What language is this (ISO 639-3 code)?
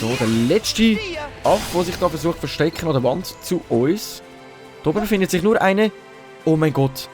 gsw